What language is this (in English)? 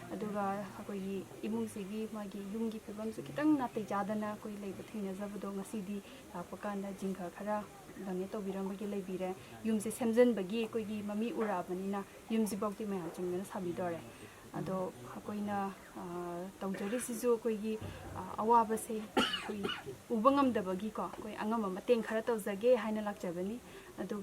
Manipuri